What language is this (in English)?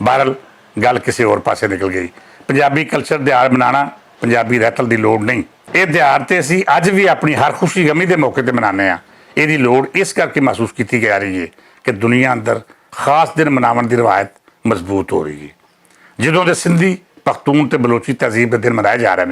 Western Panjabi